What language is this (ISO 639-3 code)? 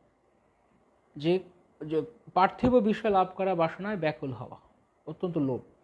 ben